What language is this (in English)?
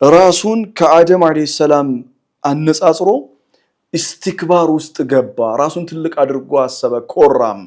Amharic